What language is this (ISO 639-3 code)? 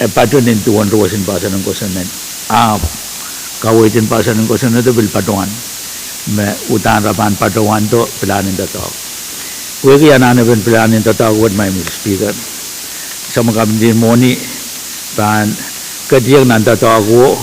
pon